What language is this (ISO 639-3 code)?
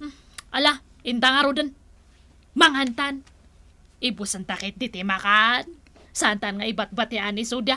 ilo